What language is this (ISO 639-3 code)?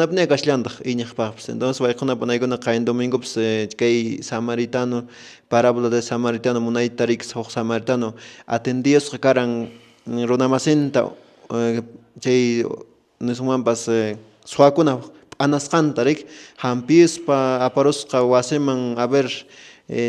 que